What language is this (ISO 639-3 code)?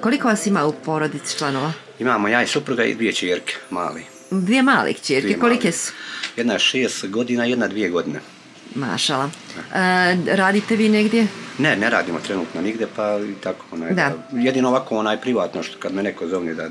bos